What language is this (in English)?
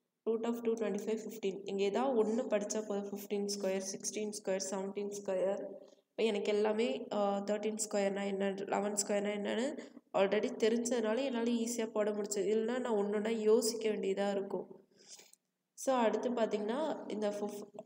Tamil